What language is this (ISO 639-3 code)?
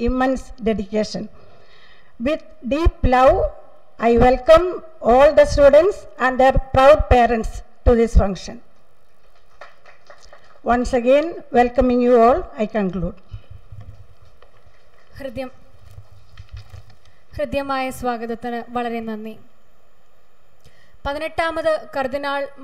mal